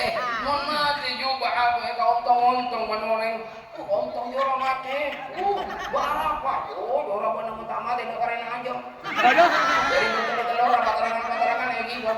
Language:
Madurese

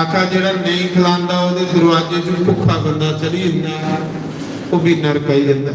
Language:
Dogri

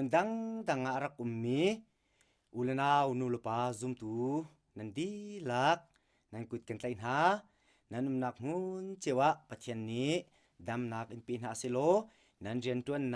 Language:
Hakha Chin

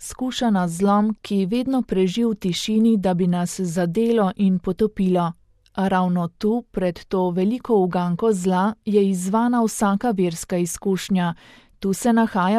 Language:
Slovenian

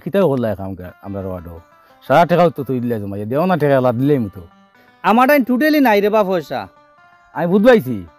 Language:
Sylheti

